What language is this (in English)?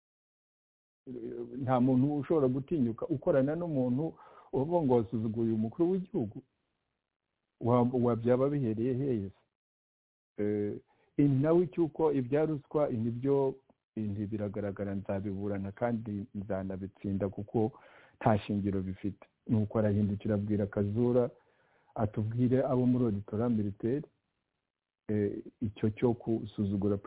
Kinyarwanda